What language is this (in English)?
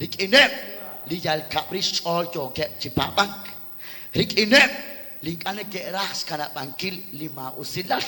Kekchí